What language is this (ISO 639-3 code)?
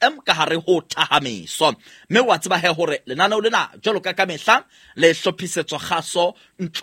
sot